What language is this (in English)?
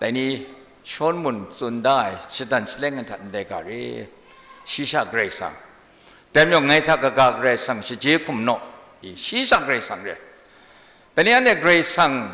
Kachin